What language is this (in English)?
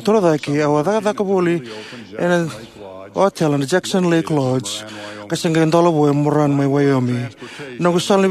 Fijian